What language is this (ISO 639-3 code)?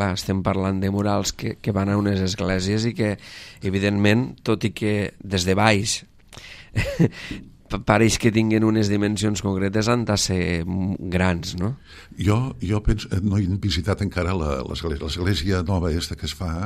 cat